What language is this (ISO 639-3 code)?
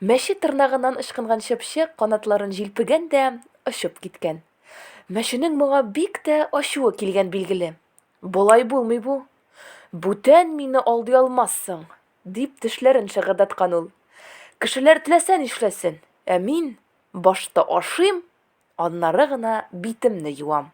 tat